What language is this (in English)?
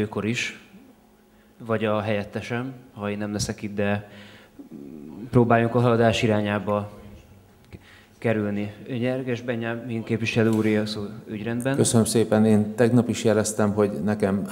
Hungarian